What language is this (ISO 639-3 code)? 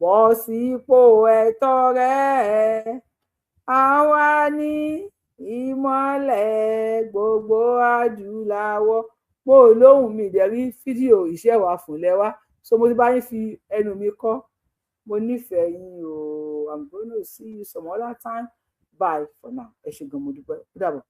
yor